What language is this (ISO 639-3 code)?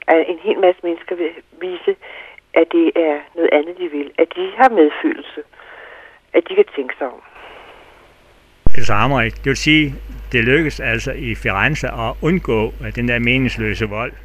dan